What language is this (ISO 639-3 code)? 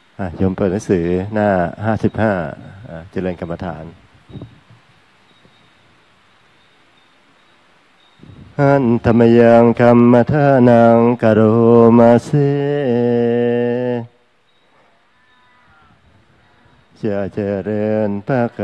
tha